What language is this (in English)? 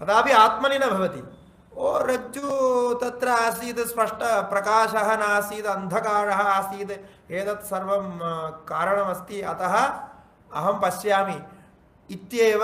Sanskrit